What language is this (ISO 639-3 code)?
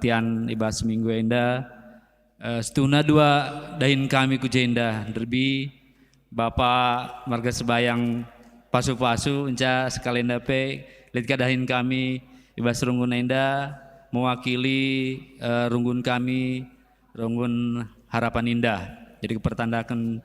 btx